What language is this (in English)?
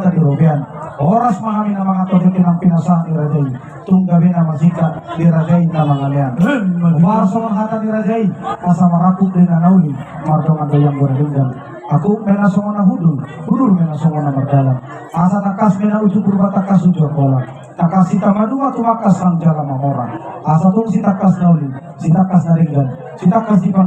Batak Toba